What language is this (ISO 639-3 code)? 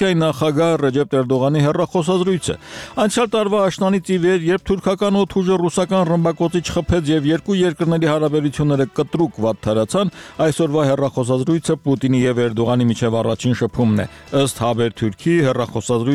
hye